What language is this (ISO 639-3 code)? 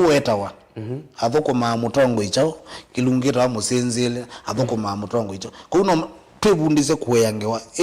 kam